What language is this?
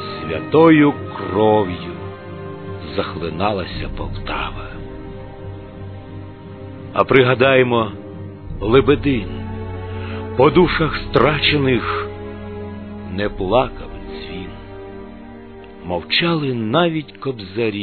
Ukrainian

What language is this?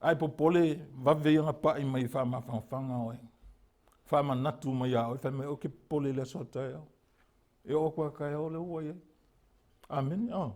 Samoan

